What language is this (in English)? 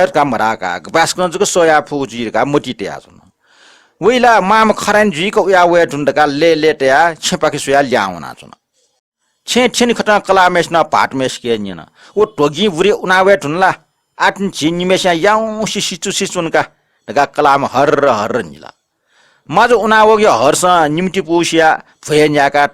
Newari